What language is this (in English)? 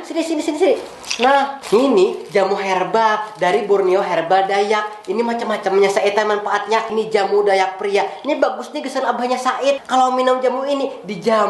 Banjar